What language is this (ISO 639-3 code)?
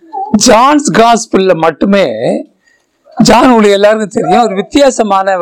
tam